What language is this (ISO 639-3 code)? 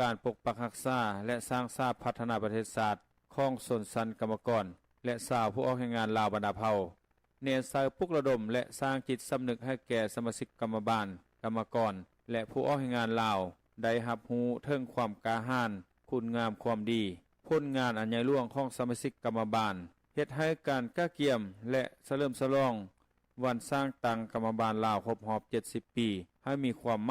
lao